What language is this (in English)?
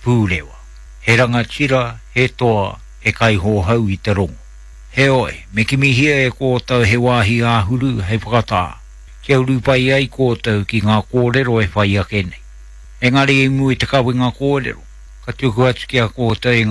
Māori